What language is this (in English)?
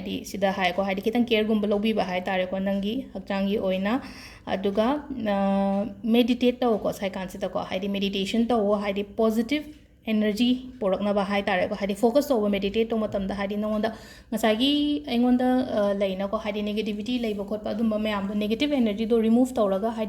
Manipuri